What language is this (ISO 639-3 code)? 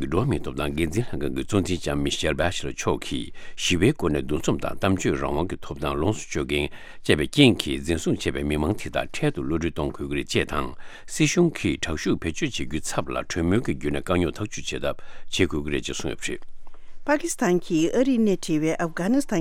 bod